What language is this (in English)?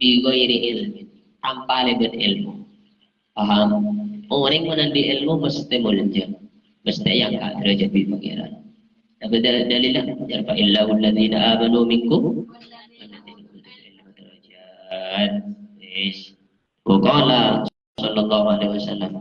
Madurese